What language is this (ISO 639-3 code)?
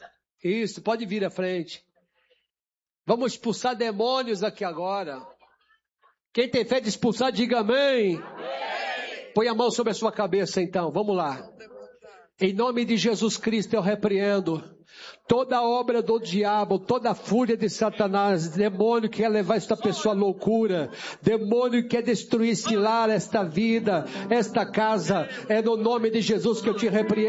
por